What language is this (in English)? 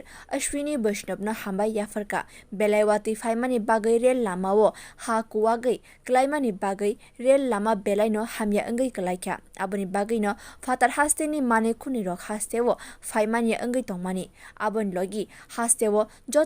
Kok Borok